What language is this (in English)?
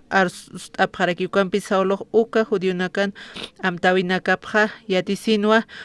Aymara